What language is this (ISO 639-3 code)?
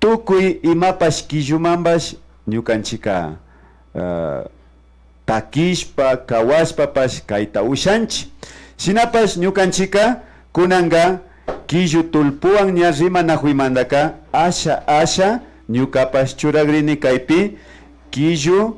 qvi